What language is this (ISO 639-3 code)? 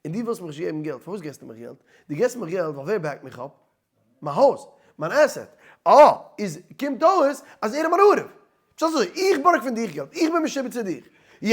yid